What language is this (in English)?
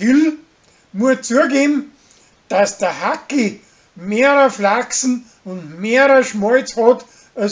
Bavarian